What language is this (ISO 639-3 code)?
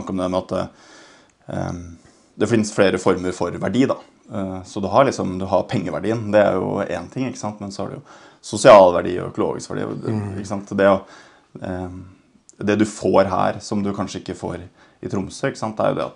nor